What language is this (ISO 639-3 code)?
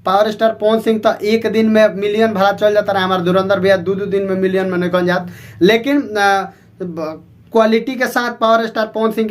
bho